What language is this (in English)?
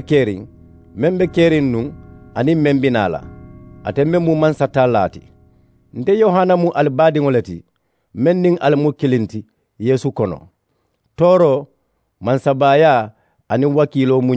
Mandingo